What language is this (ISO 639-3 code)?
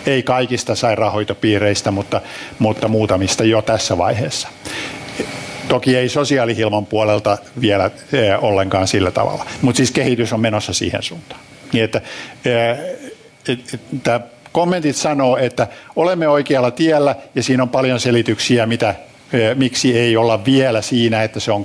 fin